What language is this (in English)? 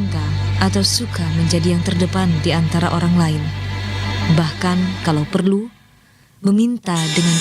Banjar